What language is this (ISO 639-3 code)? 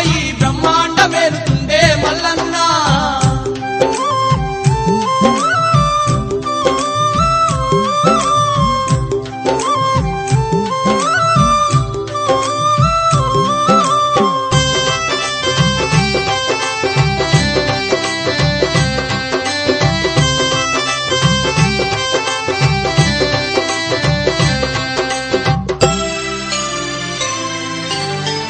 tel